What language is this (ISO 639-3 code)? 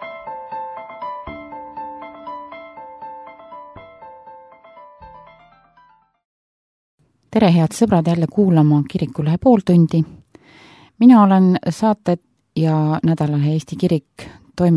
est